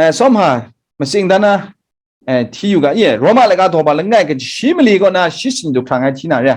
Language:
Kachin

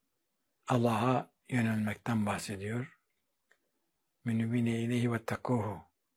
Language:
Turkish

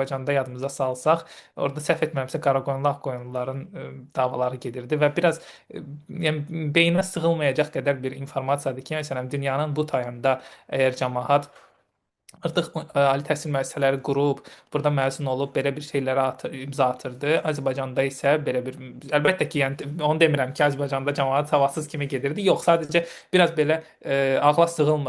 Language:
Azerbaijani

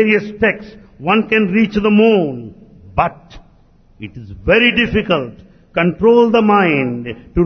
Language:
Telugu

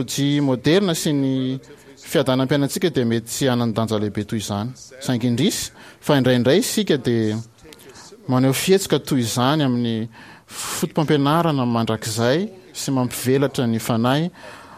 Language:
Malagasy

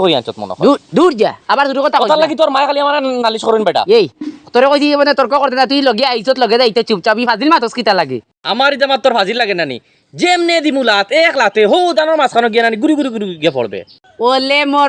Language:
Sylheti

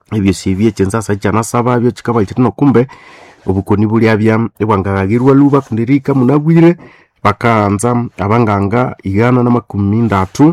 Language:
Nande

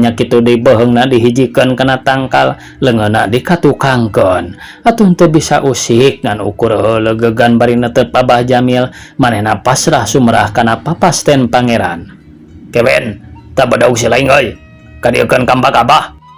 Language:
Sundanese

